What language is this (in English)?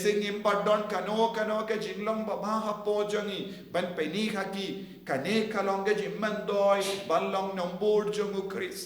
Khasi